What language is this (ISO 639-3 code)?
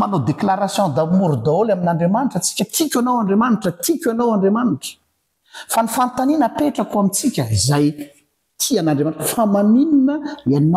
mlg